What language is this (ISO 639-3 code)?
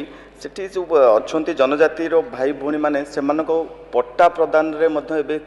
ori